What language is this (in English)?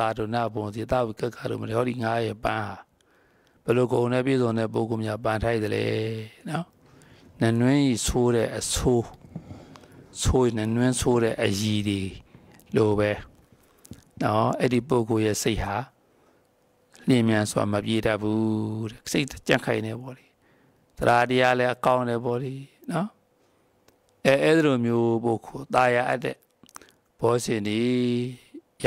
Burmese